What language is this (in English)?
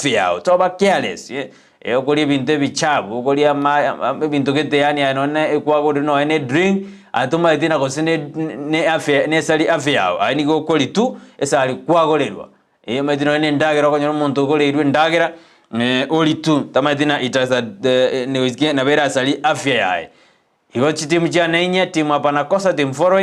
Gusii